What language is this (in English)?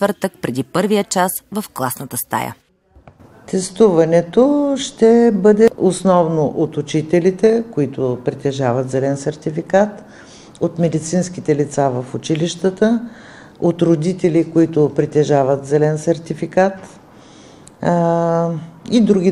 Bulgarian